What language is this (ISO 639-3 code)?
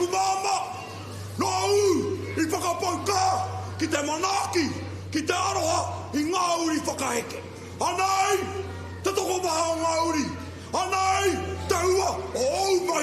mri